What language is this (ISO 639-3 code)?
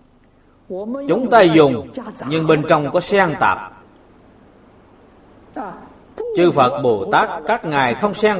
vie